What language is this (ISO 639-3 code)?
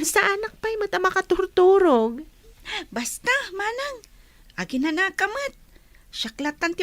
ilo